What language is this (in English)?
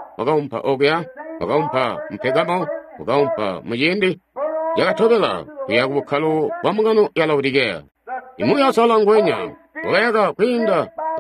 Tonga (Zambia)